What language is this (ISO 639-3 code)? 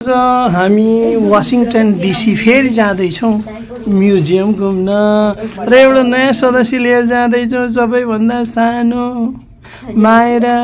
nep